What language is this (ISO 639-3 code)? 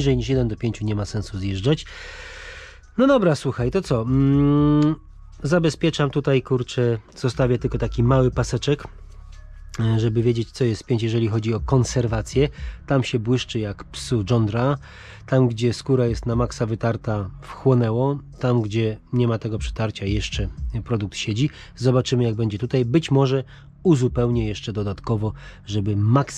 pol